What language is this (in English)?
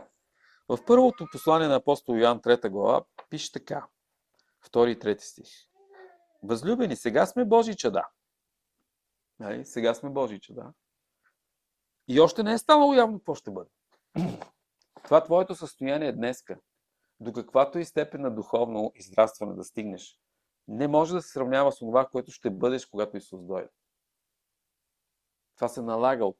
Bulgarian